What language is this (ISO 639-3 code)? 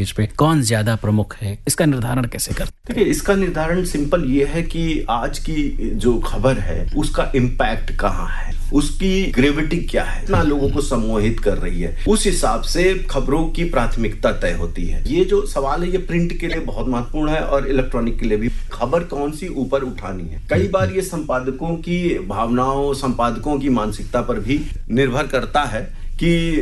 hin